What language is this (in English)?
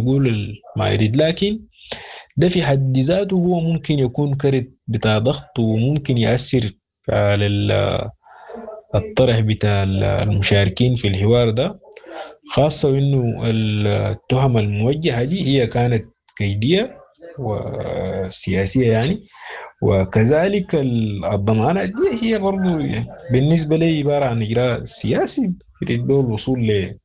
Sudanese Arabic